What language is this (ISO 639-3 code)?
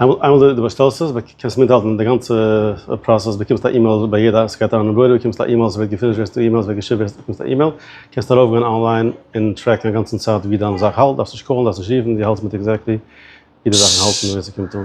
yid